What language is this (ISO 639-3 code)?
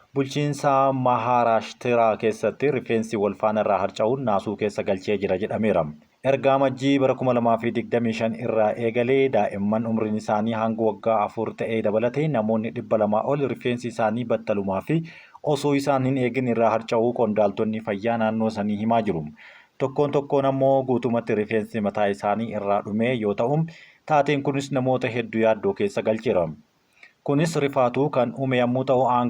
orm